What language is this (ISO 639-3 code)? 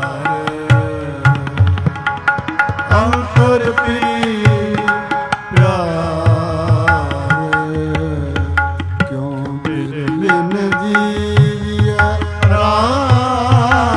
pan